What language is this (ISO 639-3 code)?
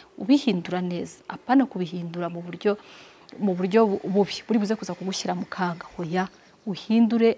kin